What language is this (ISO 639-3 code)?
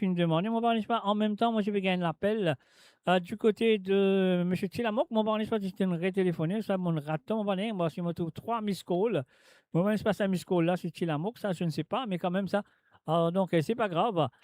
mfe